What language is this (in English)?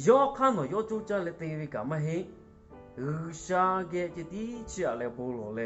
Lahu